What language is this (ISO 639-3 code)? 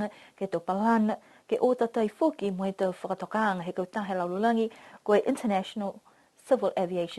niu